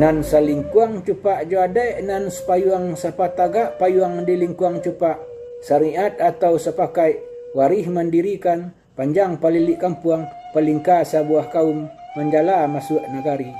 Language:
Minangkabau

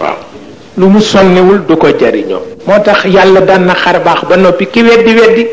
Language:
Wolof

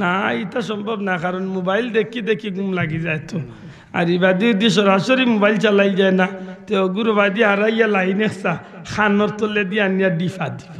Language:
Sylheti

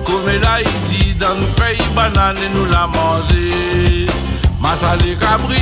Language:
Réunion Creole French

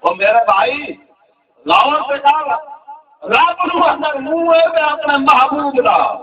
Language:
Saraiki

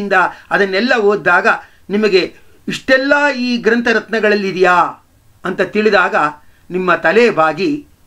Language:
Kannada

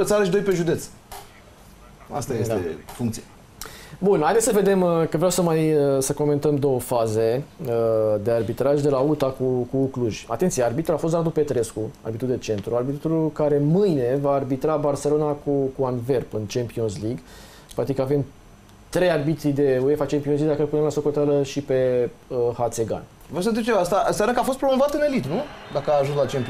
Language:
Romanian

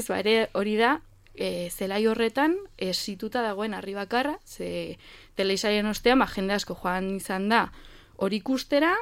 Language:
Basque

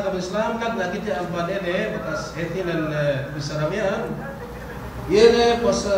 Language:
Yakan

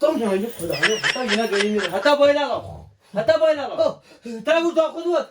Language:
Kashmiri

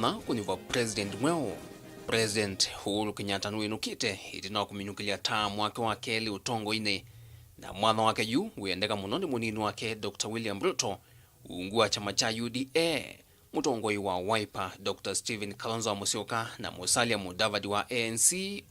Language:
Kamba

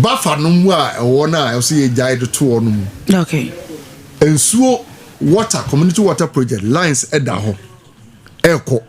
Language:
Akan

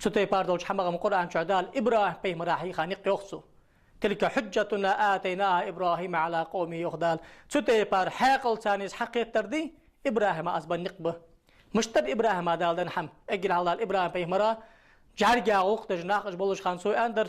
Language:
Ingush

